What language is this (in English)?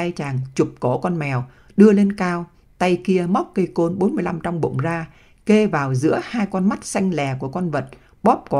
Vietnamese